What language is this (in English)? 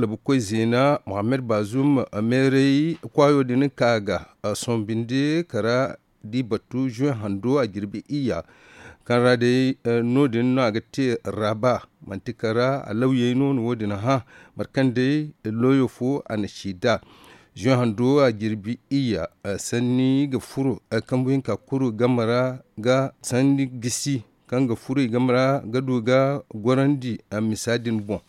Zarma